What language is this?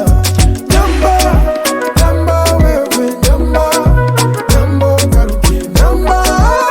Nyoro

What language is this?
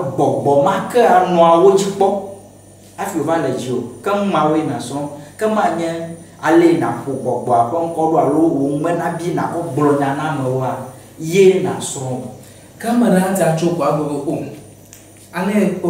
Ewe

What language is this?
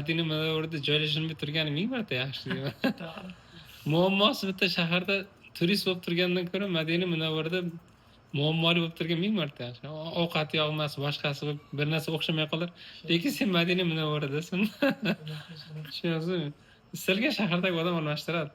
Uzbek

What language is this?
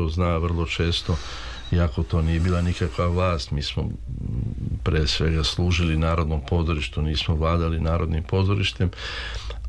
Serbian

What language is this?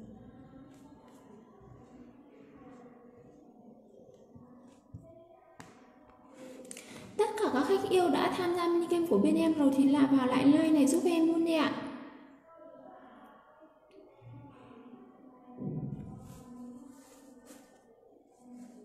Vietnamese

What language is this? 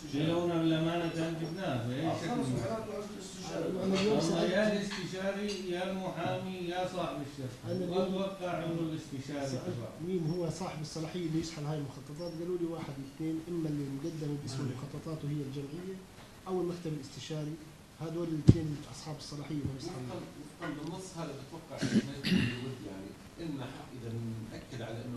North Levantine Arabic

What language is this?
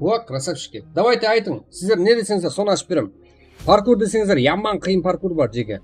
Kara-Kalpak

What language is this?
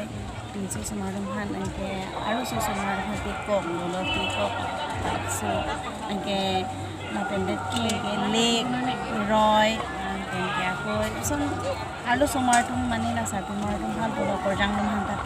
Karbi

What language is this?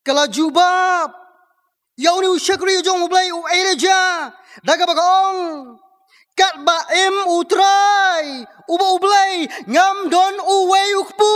Khasi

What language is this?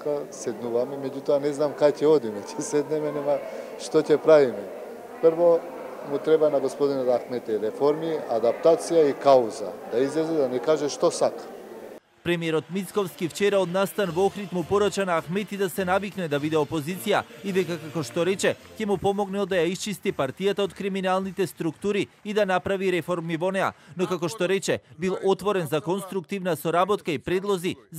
Macedonian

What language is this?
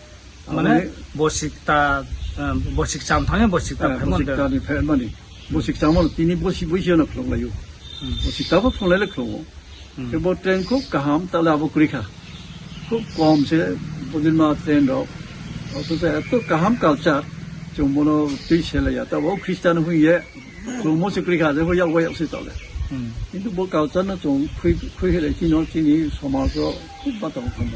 Riang (India)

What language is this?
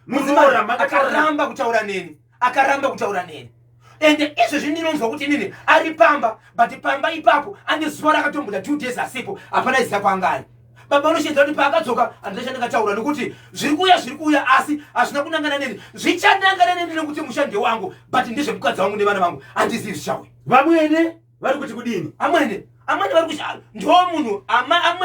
Shona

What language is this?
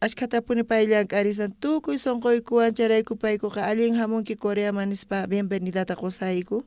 South Bolivian Quechua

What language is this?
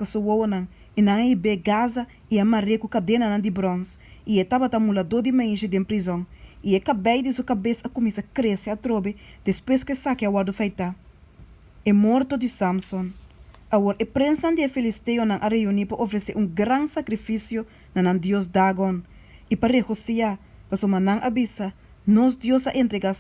Papiamento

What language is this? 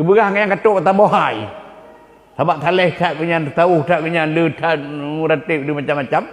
Achinese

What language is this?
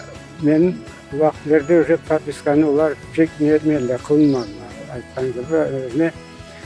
Crimean Tatar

